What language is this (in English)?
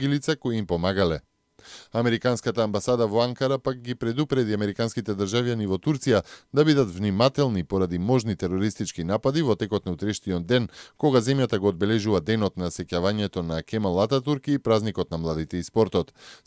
Macedonian